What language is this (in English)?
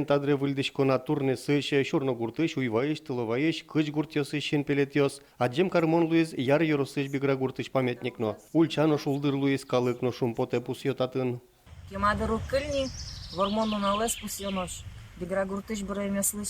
Udmurt